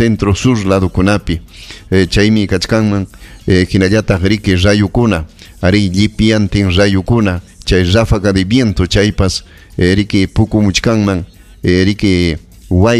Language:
Ayacucho Quechua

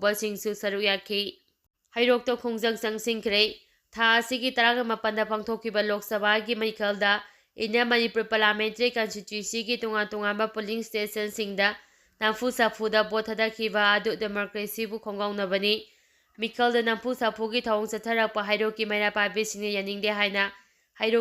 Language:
Manipuri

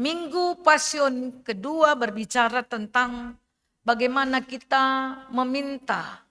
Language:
Batak Karo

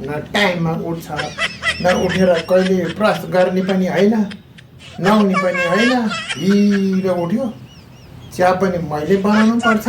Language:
Nepali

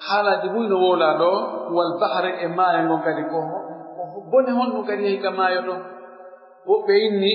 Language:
Pular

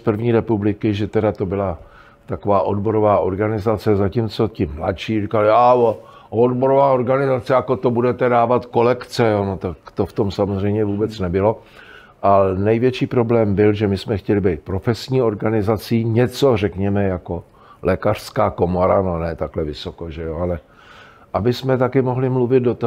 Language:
Czech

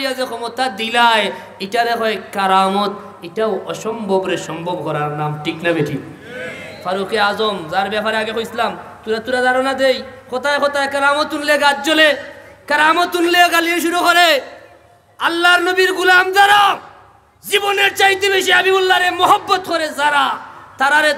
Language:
Sylheti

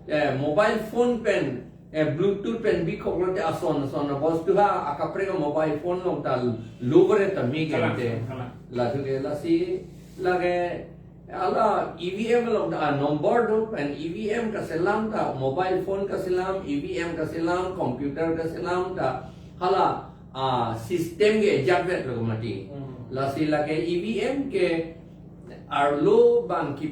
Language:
Karbi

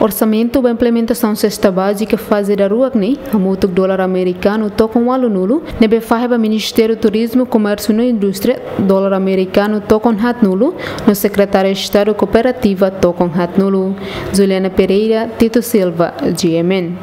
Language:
Tetum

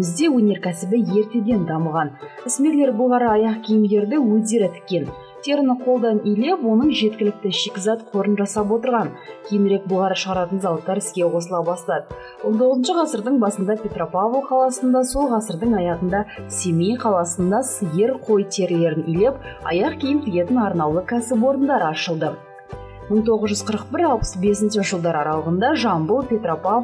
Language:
Kazakh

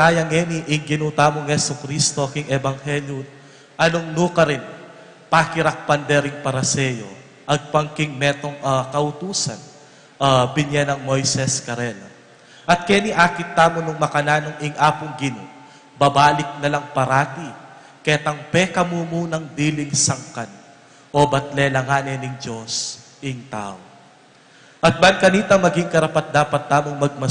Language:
Pampanga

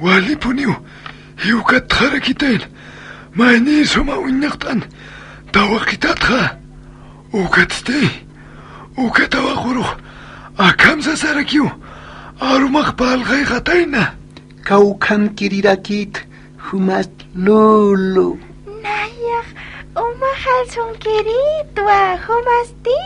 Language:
Aymara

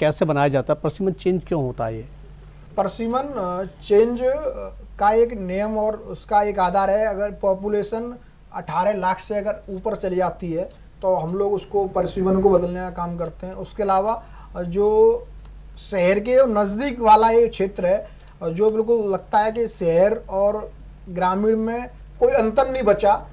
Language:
Hindi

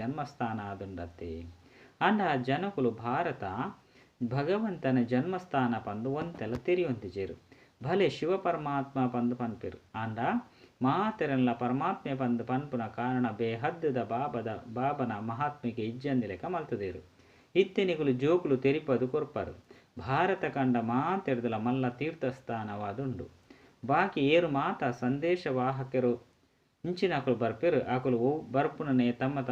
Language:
Tulu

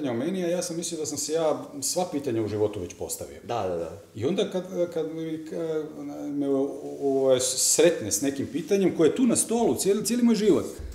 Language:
Croatian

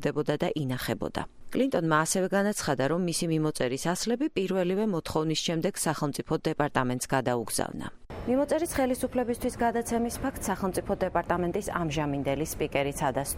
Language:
Georgian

